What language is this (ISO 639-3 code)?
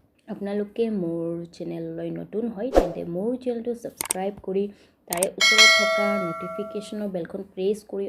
asm